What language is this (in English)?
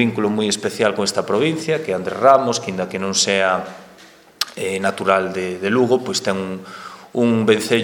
Galician